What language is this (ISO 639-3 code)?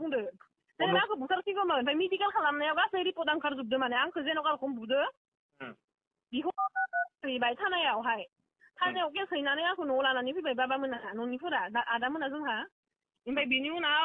brx